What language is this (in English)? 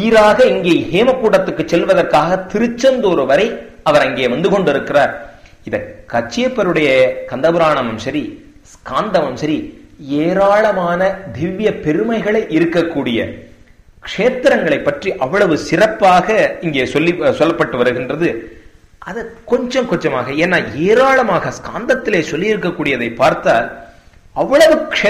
Tamil